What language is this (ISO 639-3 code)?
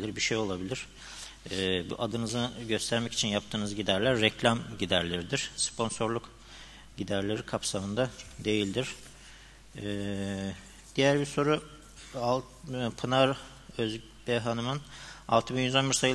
tur